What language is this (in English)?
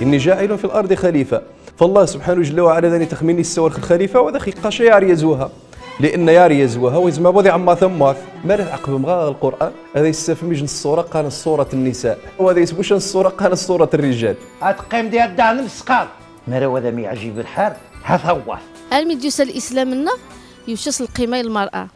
Riffian